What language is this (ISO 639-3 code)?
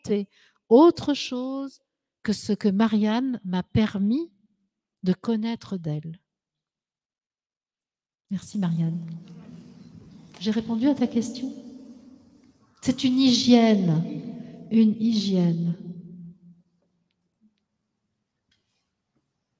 fra